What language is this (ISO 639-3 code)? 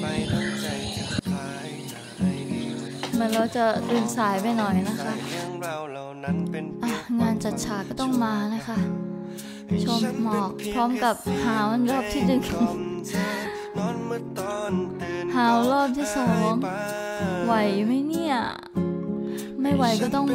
tha